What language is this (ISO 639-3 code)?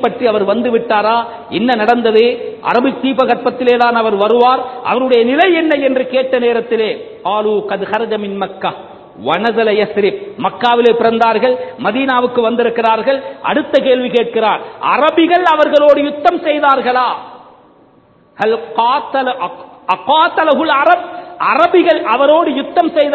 tam